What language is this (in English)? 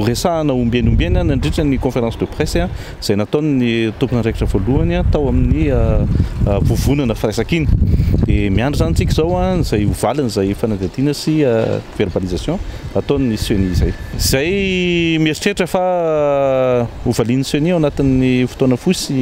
Malagasy